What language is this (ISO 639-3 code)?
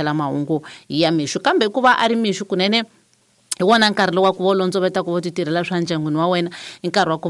tso